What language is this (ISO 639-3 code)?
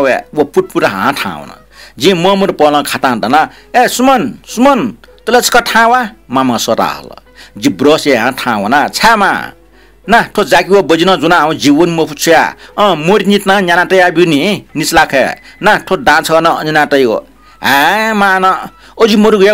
new